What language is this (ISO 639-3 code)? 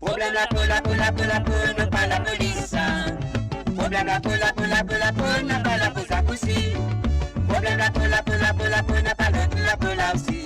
mfe